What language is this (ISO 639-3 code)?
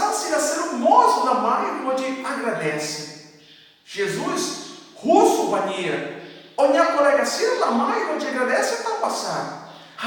tet